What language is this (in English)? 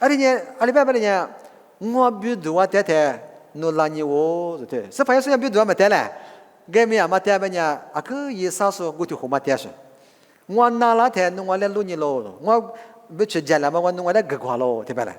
Lisu